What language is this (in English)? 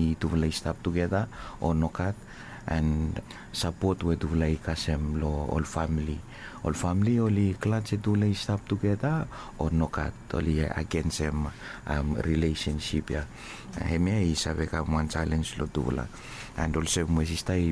Bislama